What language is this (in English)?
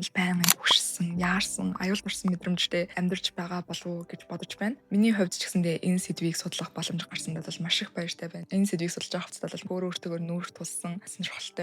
Mongolian